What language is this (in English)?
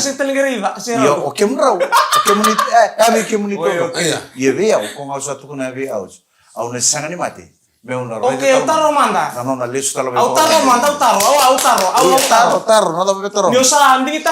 Fijian